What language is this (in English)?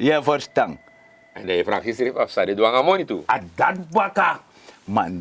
Sranan Tongo